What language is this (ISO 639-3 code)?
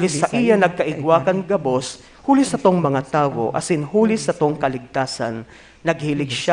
bik